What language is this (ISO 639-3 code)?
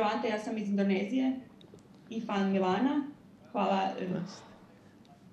hrv